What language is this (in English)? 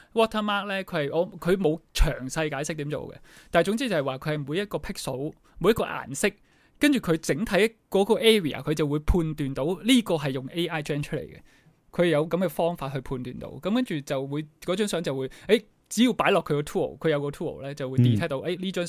Cantonese